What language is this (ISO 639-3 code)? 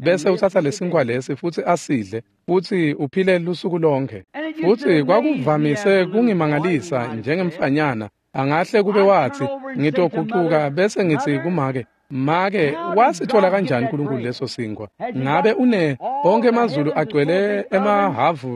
ssw